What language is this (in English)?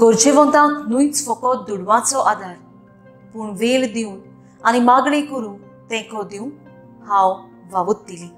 Konkani